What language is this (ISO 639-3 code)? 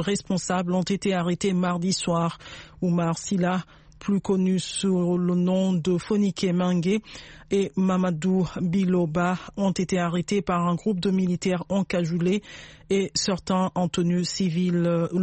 fra